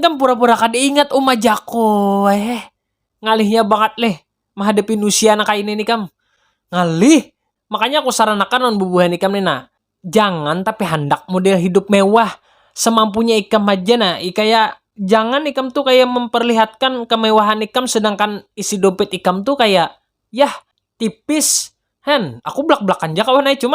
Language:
Banjar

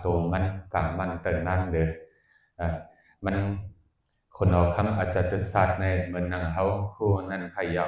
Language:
Shan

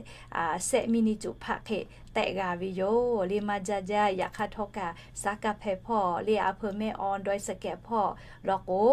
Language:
Lahu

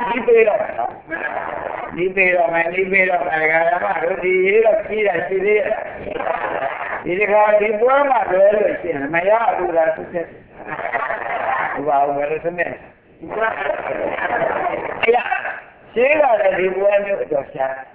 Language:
Burmese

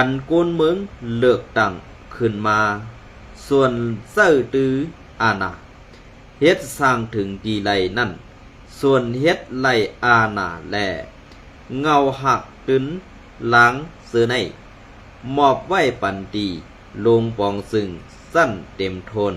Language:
Shan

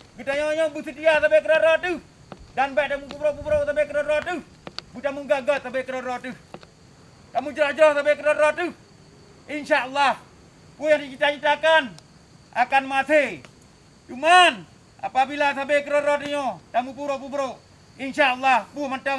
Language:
Achinese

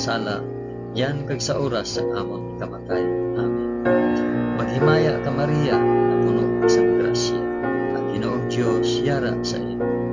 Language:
Hiligaynon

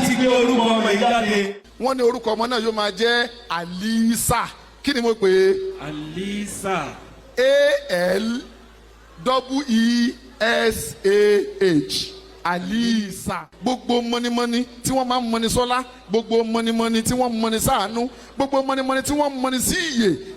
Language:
Yoruba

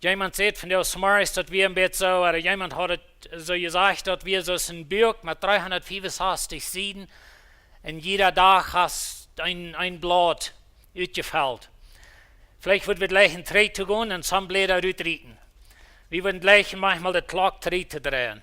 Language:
Plautdietsch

